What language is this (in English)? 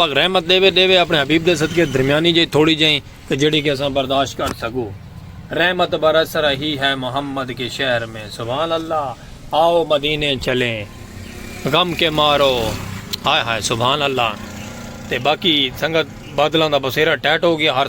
Saraiki